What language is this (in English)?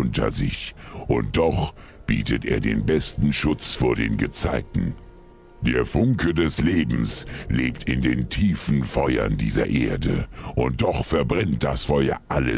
Bavarian